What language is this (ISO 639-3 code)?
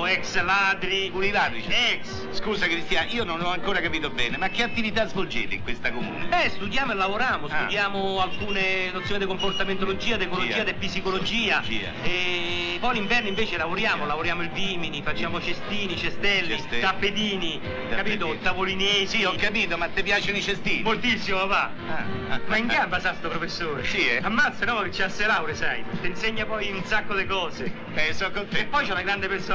ita